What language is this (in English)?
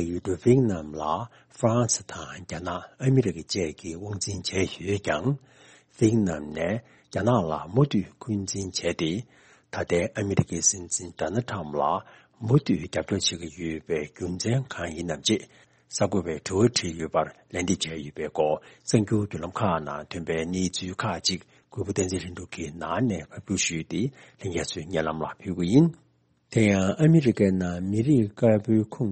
Tibetan